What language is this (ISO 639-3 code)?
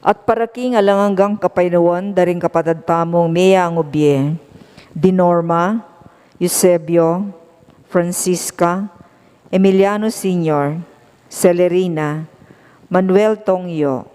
pam